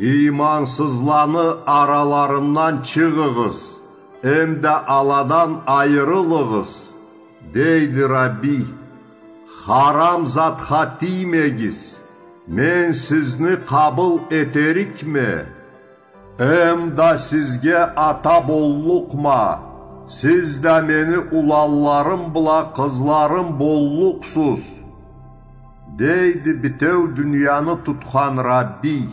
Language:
Karachay-Balkar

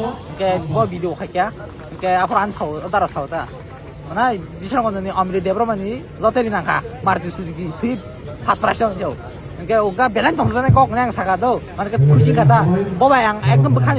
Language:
Kok Borok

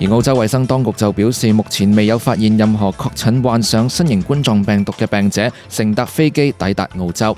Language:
Cantonese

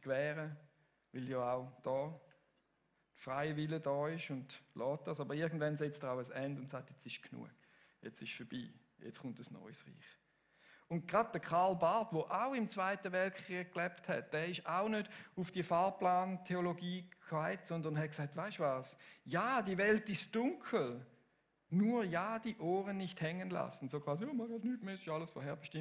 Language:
Swiss German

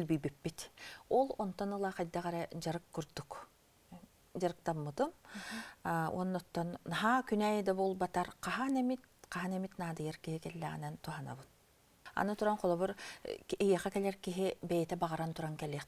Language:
Yakut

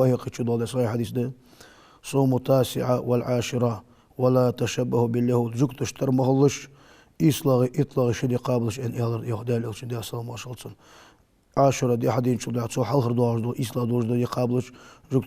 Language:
Ingush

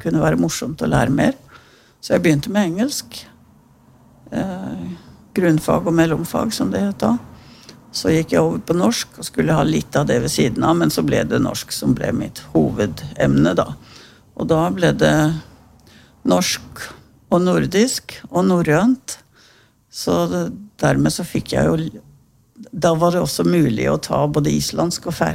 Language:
Norwegian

